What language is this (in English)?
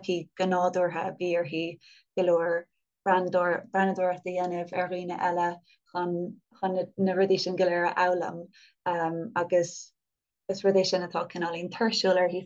Irish